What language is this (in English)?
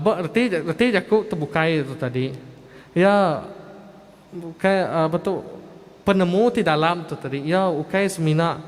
Iban